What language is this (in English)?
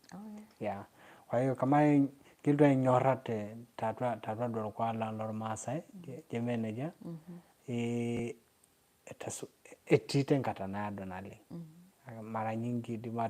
Masai